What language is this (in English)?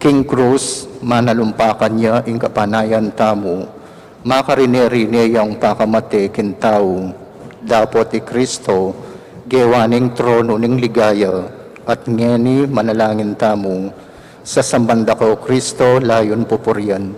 Pampanga